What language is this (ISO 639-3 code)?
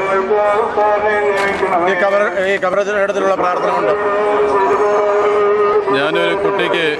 mal